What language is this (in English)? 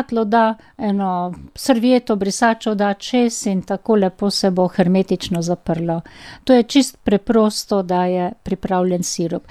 Slovenian